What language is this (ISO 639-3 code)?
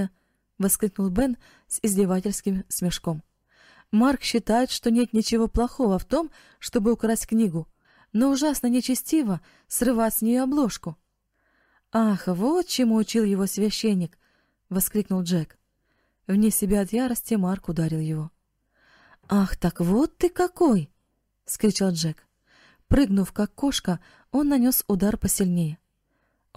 rus